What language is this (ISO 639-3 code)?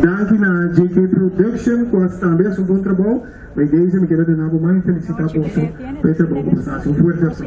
pap